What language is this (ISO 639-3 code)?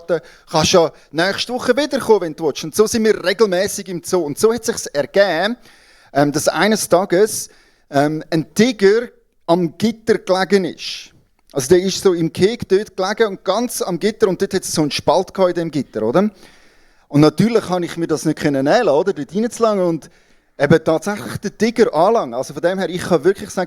gsw